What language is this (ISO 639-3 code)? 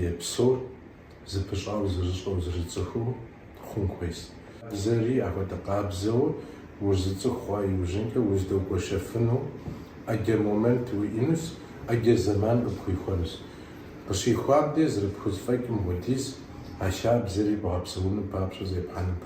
kbd